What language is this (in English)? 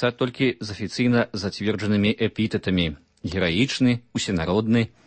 Belarusian